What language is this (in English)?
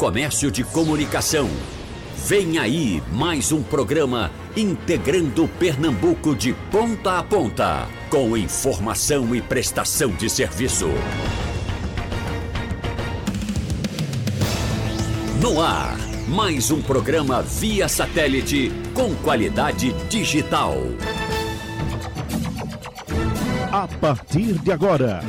Portuguese